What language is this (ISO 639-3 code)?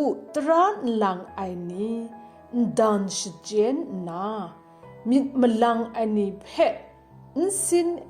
kac